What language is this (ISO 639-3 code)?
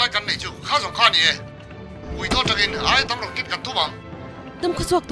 lus